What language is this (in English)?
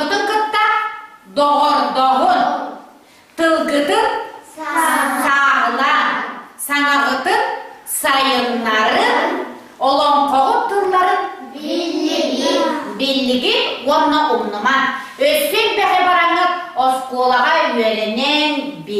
Yakut